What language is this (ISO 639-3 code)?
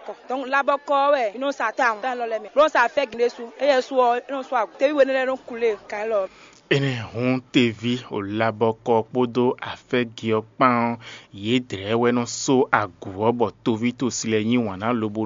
fon